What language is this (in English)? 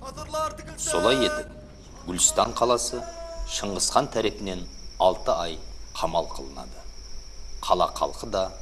Kara-Kalpak